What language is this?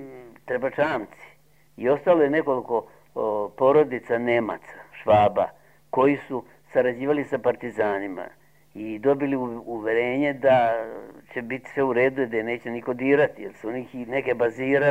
Serbian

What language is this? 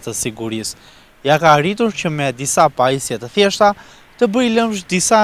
Albanian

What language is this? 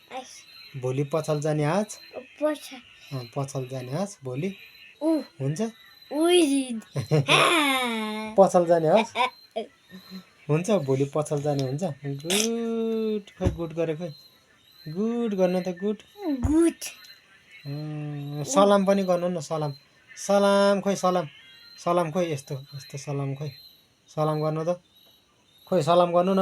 Nepali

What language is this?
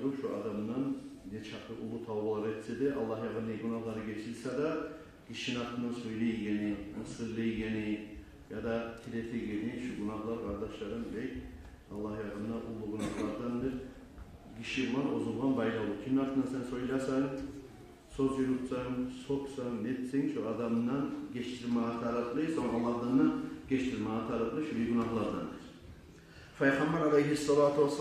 Kumyk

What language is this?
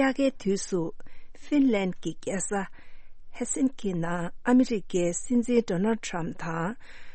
Tibetan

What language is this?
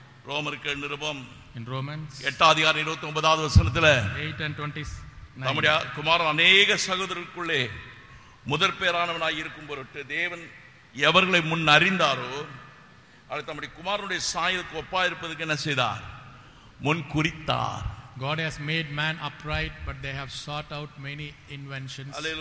Tamil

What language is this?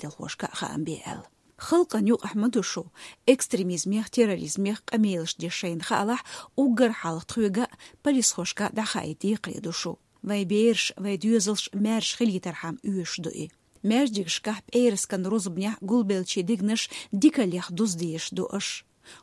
Chechen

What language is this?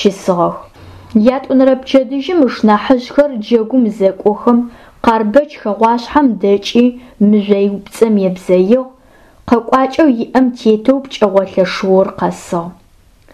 Adyghe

